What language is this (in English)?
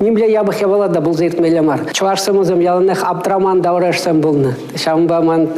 Chuvash